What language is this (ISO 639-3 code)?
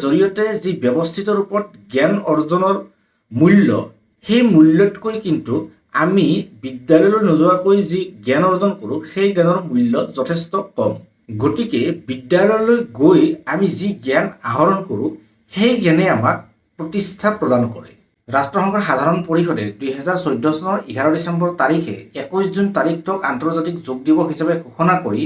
asm